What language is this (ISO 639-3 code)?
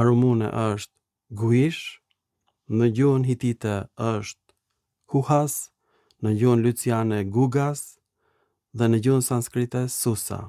sqi